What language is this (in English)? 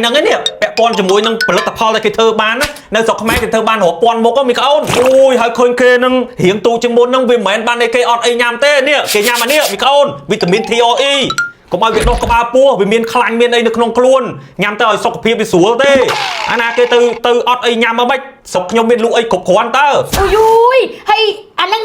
Khmer